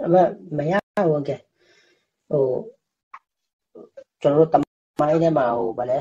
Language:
Burmese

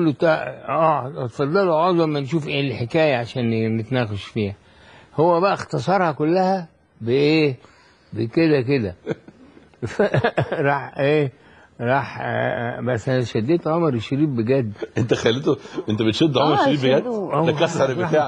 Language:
Egyptian Arabic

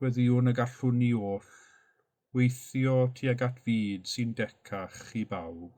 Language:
Welsh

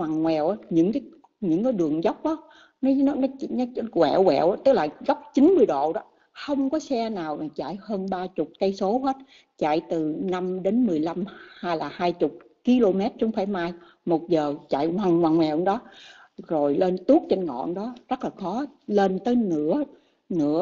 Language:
Vietnamese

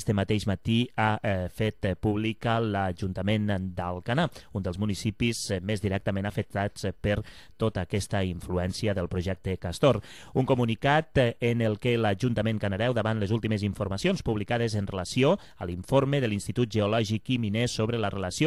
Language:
Catalan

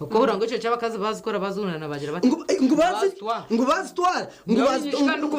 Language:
Nyankole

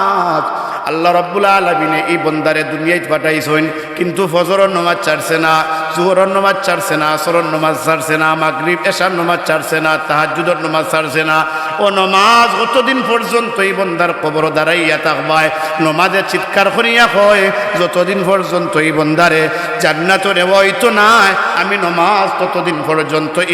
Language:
Sylheti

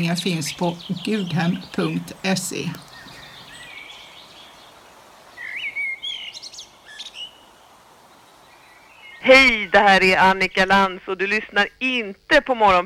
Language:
Swedish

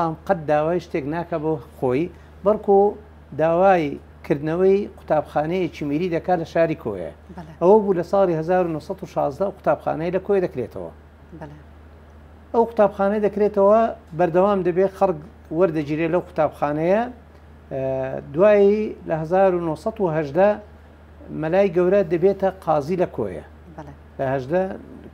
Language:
Central Kurdish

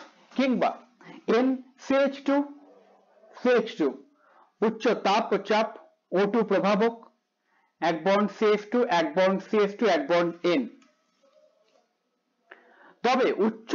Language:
Bangla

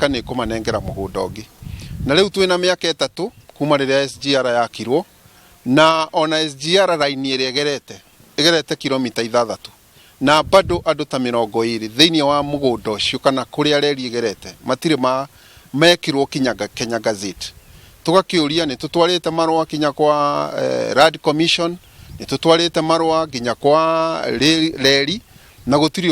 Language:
Kikuyu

